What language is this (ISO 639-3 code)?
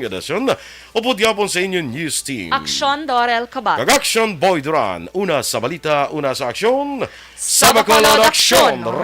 hil